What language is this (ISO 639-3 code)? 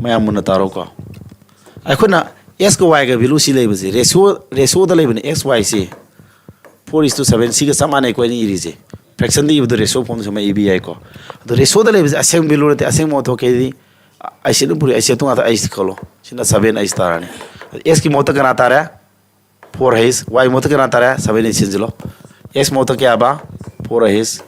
mni